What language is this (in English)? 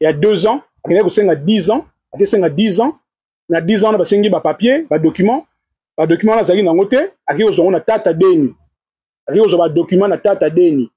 Lingala